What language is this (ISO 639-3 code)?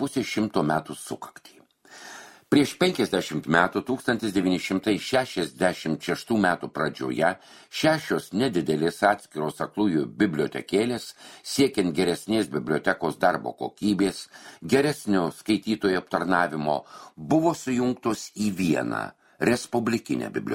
lit